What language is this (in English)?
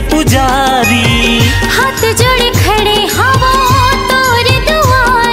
Chhattisgarhi